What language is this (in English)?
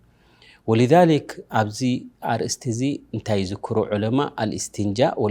Tigrinya